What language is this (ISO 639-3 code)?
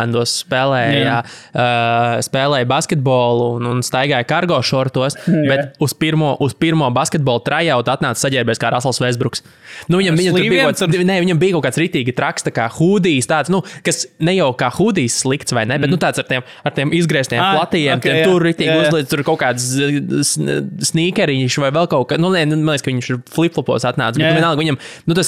lav